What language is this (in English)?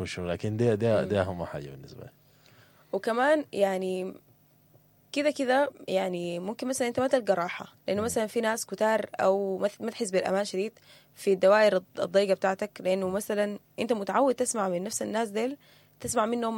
Sudanese Arabic